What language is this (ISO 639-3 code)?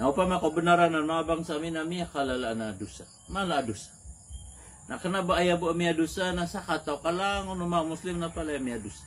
mrw